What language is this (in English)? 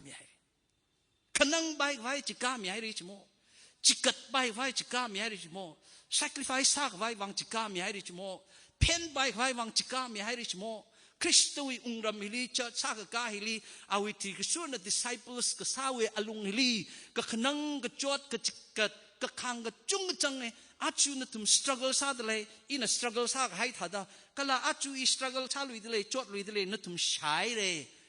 Tangkhul Naga (India)